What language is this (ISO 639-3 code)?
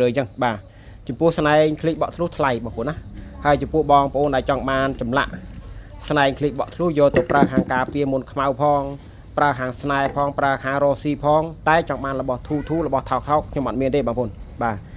khm